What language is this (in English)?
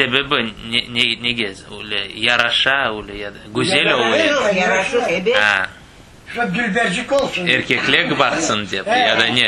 Crimean Tatar